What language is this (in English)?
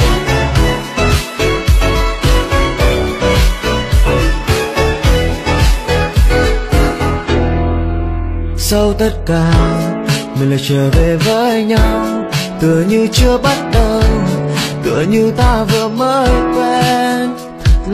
Vietnamese